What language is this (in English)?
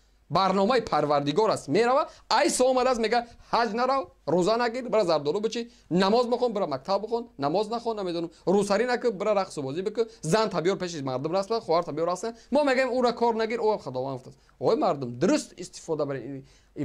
Tajik